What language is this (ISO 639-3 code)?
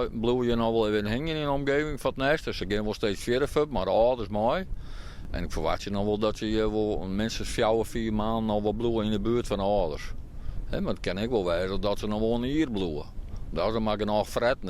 fry